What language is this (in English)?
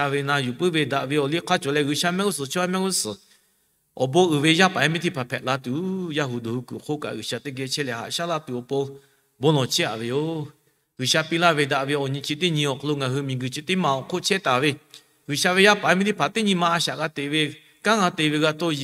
Lahu